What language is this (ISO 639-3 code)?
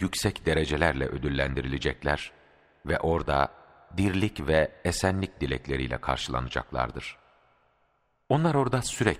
tur